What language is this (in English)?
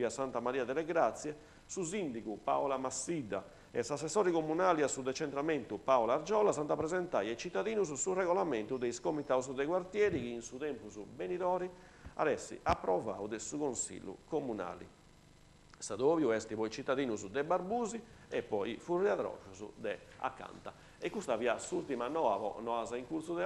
Sardinian